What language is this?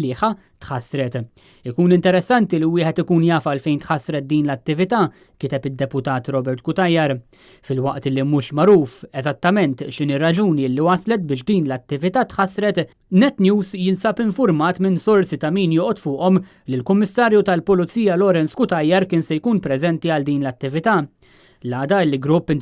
Maltese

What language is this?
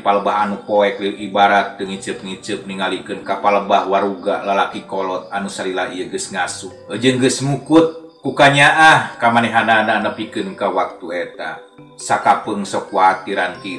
Sundanese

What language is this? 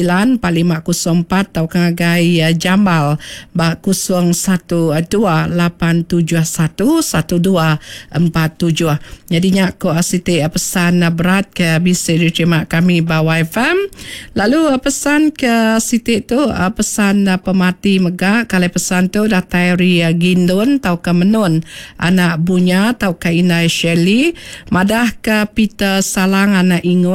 Iban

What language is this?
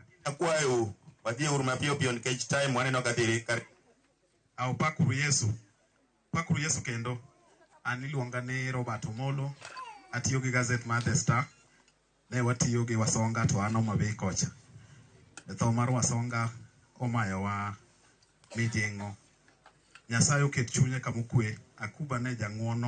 Luo (Kenya and Tanzania)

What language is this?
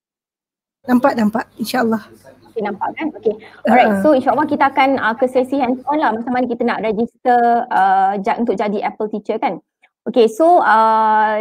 Malay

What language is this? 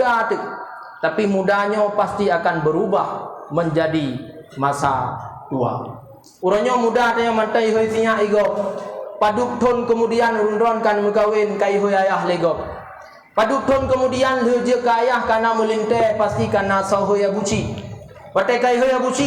Achinese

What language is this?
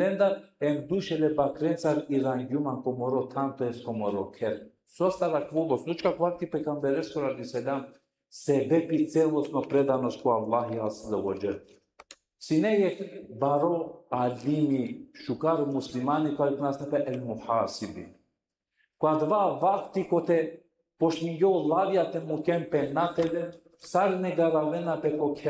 Balkan Romani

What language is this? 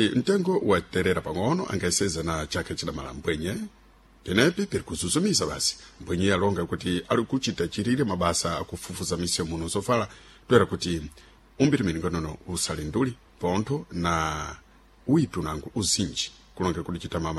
Sena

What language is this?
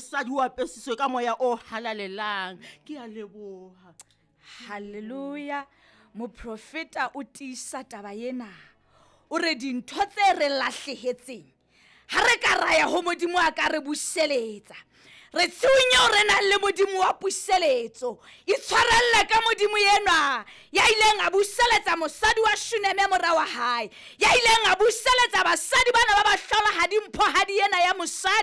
Southern Sotho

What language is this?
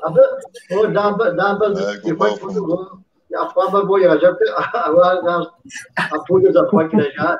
Kabardian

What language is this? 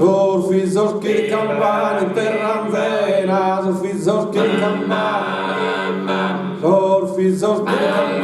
Sardinian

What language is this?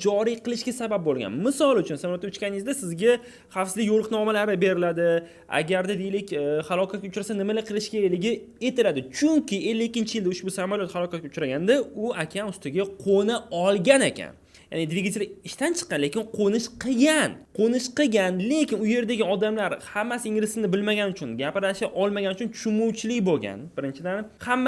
Uzbek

